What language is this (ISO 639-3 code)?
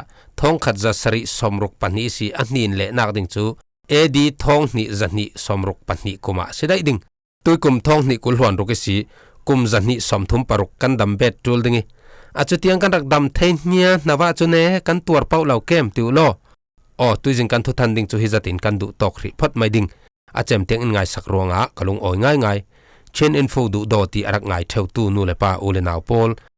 cfm